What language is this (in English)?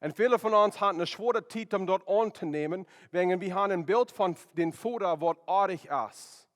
Plautdietsch